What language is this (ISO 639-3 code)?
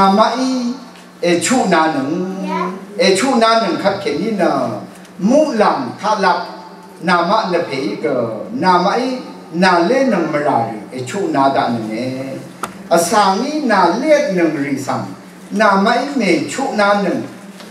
raw